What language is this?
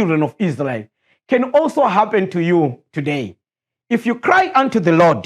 English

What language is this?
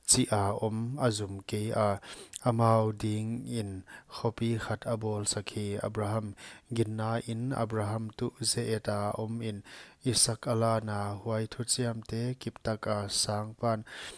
Paite Chin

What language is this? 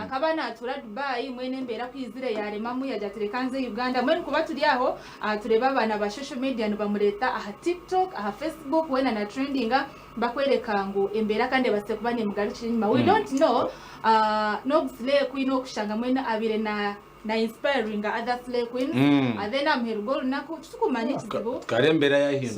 Nyankole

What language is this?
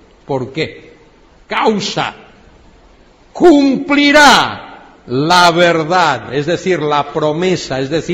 Spanish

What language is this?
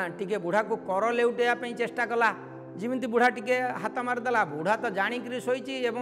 Odia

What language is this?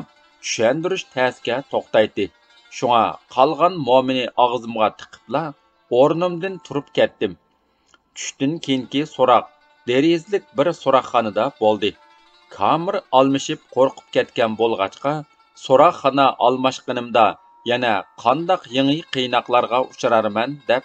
Uyghur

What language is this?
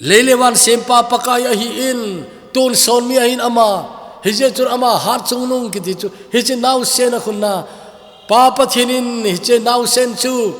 Thado Chin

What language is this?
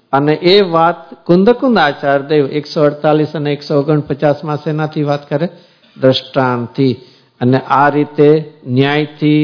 Gujarati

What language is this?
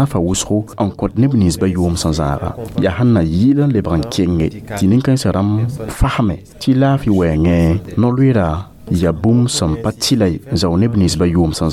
Mossi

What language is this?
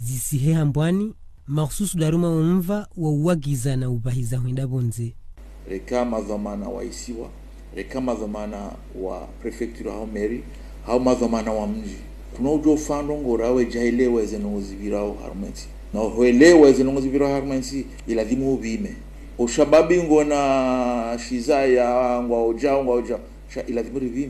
Ngazidja Comorian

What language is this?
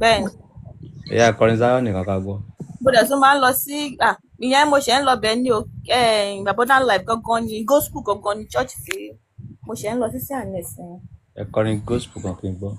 Yoruba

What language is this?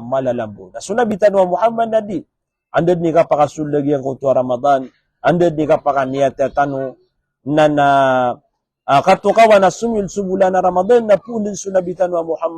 Maranao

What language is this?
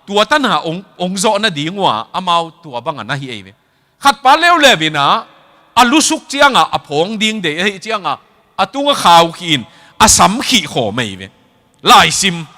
Tedim Chin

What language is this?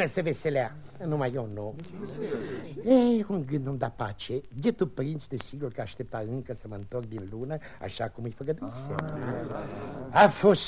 Romanian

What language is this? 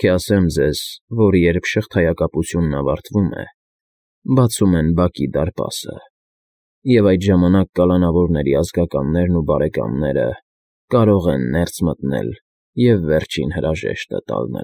Armenian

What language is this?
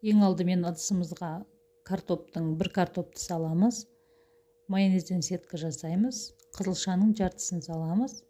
Kazakh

